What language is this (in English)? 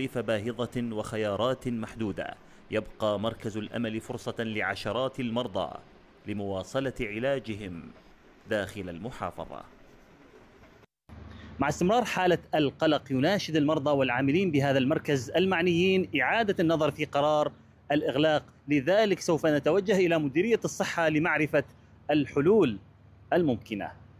Arabic